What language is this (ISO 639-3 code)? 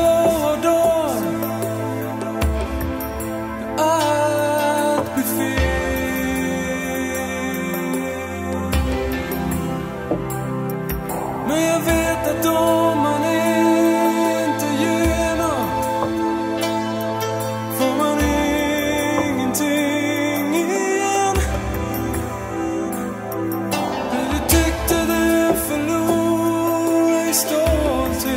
swe